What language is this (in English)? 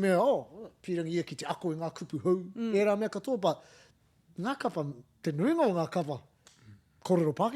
Māori